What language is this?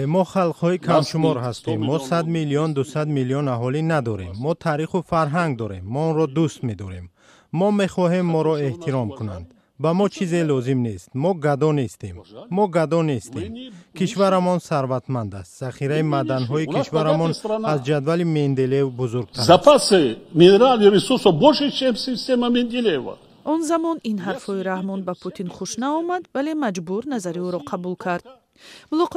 Tajik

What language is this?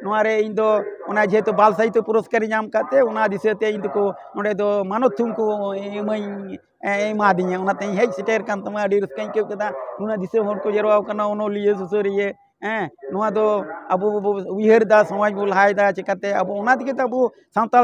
Santali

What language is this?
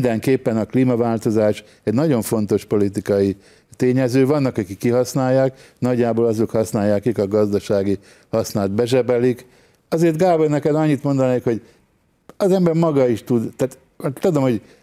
Hungarian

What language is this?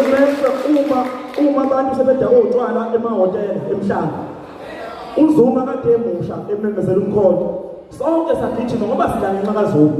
Zulu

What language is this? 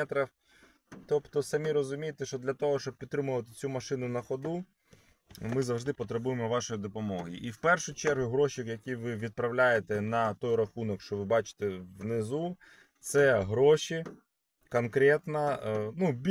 Ukrainian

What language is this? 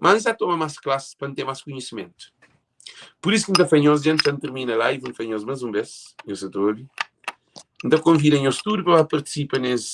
Kabuverdianu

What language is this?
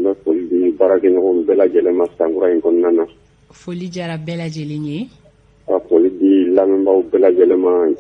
Bambara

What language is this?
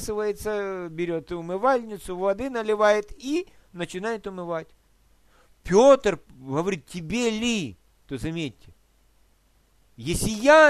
Russian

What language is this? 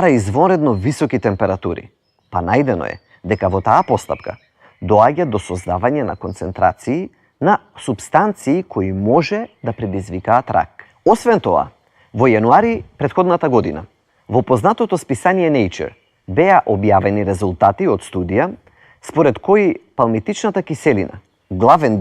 Macedonian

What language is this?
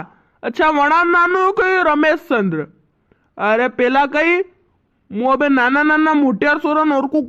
Rajasthani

